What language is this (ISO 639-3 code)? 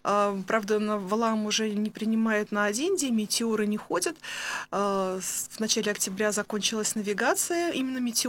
rus